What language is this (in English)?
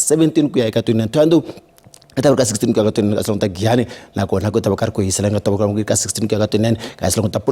Tsonga